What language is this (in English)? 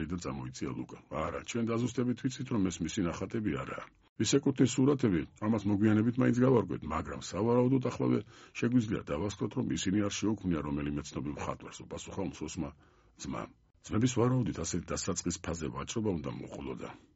Georgian